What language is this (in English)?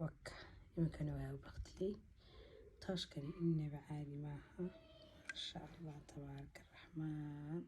Somali